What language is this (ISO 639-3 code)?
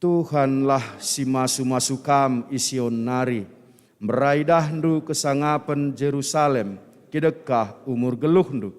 btx